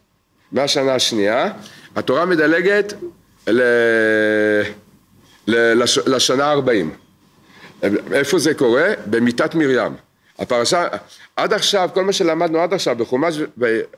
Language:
Hebrew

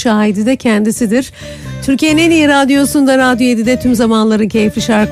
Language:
Turkish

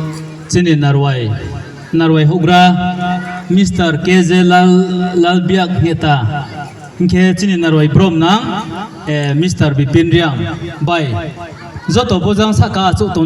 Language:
Riang (India)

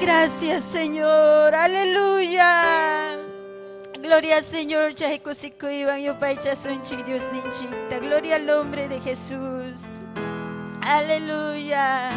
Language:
Ayacucho Quechua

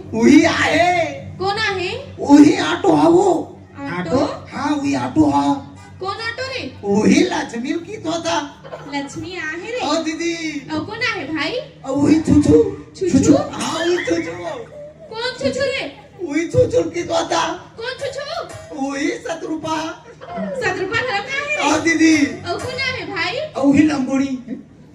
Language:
Chhattisgarhi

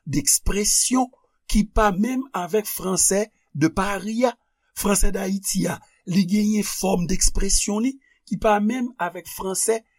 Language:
Haitian Creole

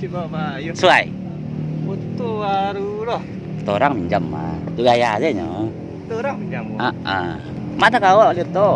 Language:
Minangkabau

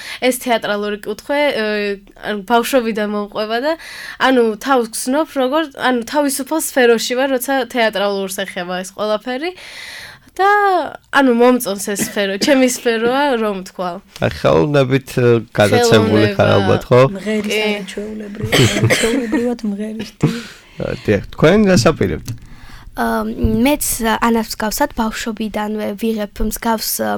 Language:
Georgian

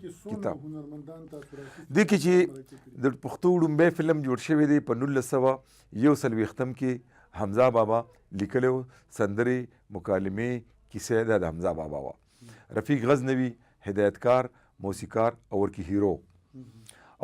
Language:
Pashto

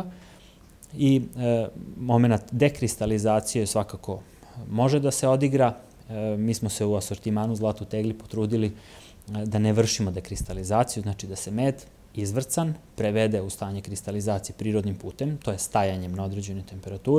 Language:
Serbian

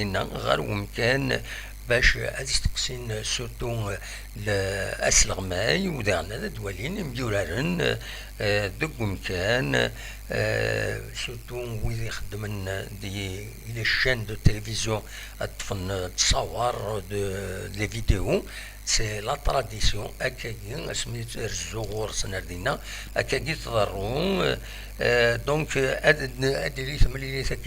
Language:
Kabyle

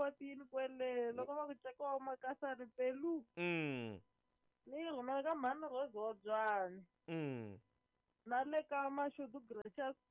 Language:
Tsonga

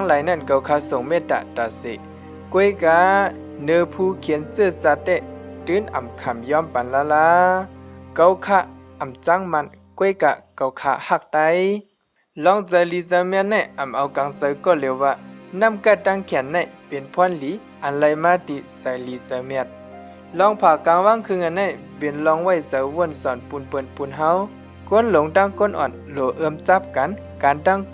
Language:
Shan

